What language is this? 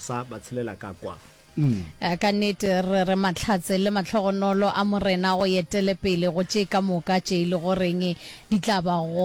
Northern Sotho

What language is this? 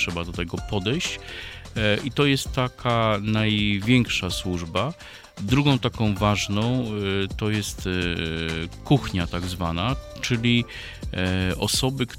Polish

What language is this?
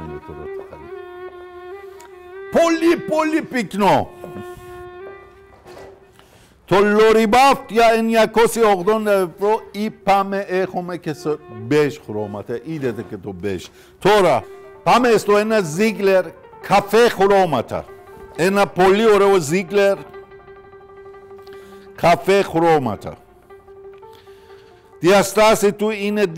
Greek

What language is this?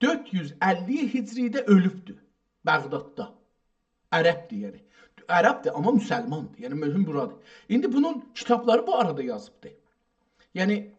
South Azerbaijani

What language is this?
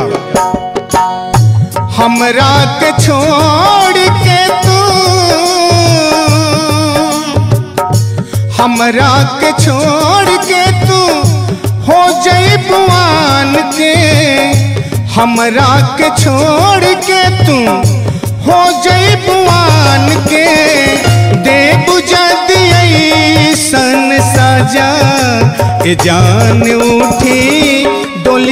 Bhojpuri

